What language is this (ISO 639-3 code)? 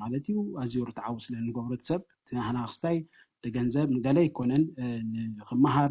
tir